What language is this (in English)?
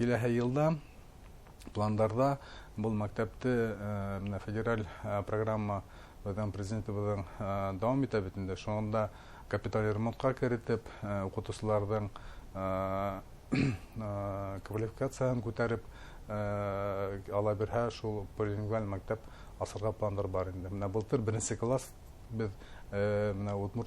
Bashkir